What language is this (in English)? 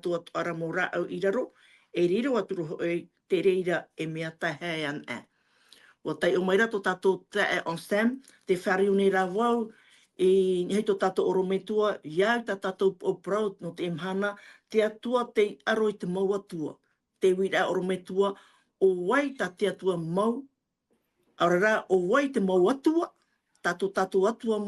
Tahitian